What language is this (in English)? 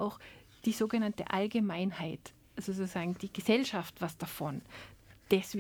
German